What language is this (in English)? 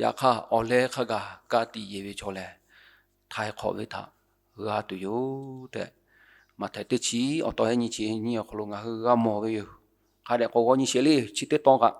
Lahu